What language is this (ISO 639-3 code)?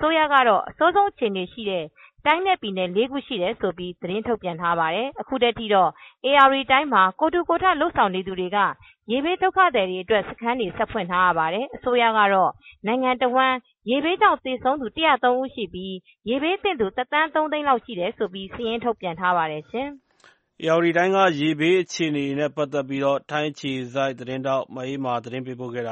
mya